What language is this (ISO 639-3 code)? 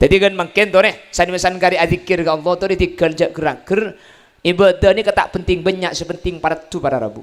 mad